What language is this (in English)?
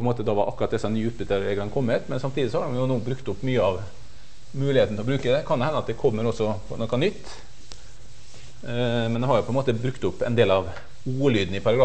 Norwegian